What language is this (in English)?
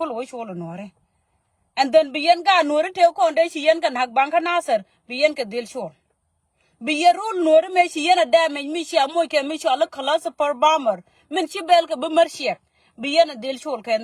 Nuer